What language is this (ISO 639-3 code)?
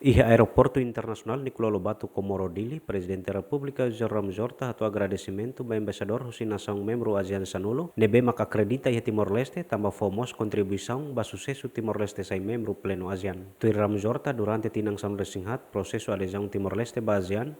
tet